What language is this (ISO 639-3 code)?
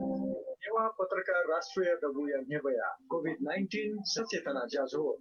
new